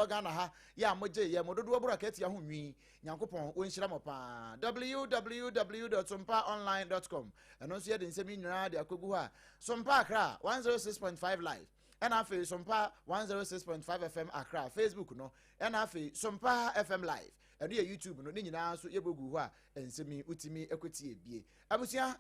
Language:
Akan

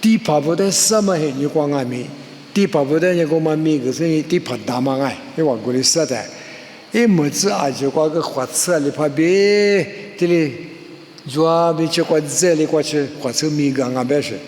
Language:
Lisu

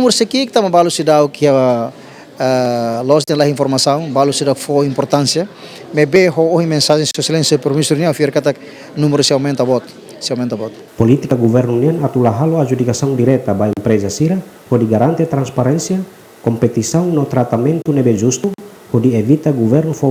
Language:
Tetum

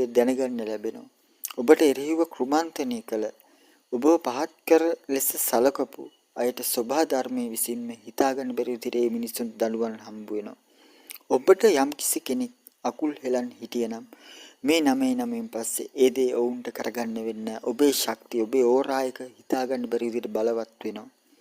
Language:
Sinhala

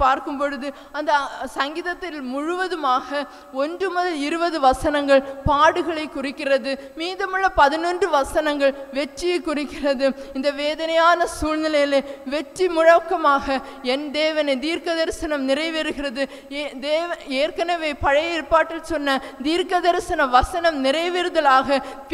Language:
Tamil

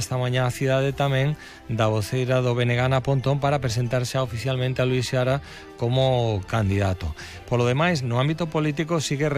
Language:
Galician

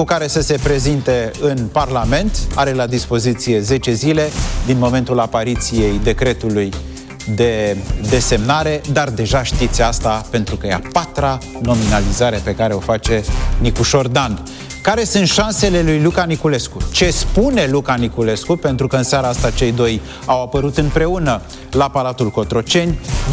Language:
Romanian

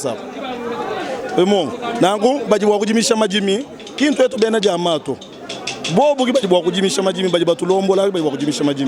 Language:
Luba-Lulua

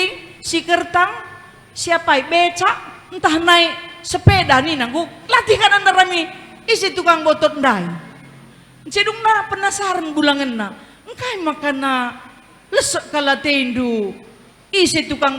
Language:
Batak Karo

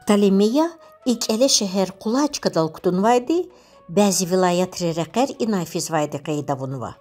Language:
Lezghian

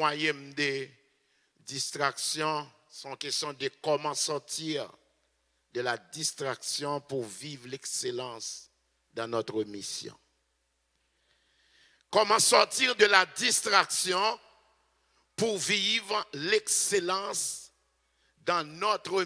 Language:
French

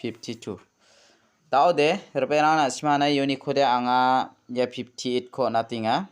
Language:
Garo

